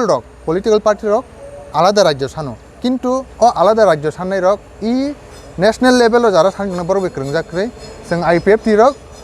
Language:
Kok Borok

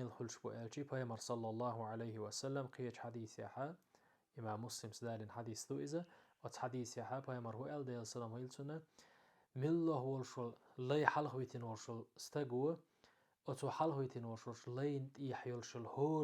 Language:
Chechen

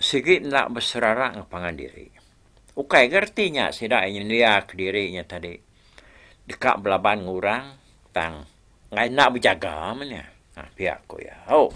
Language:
Iban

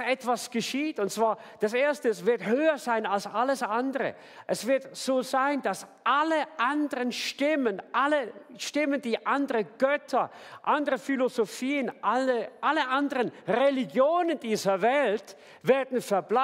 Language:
Swiss German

